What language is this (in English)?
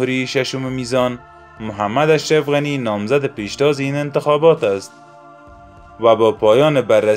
Persian